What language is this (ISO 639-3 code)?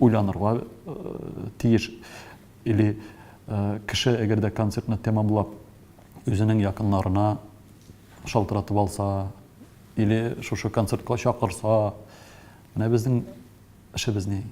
tat